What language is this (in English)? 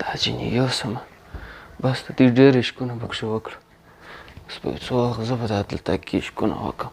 Pashto